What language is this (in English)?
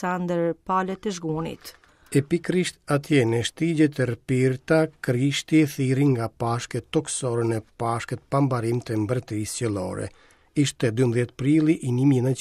Albanian